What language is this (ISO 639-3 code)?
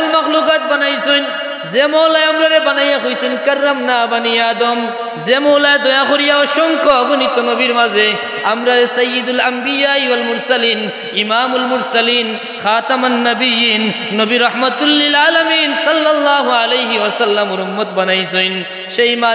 syl